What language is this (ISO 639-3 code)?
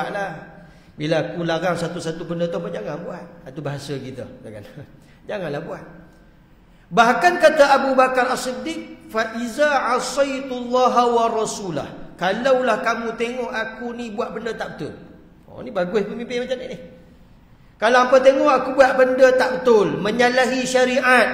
msa